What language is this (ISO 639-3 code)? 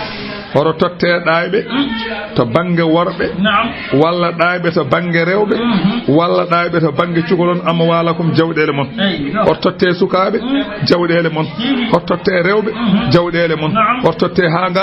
ful